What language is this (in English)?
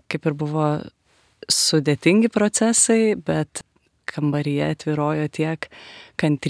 Lithuanian